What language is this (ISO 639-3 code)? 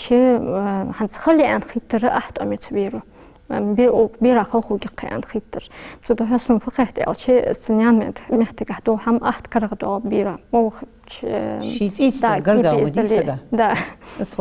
inh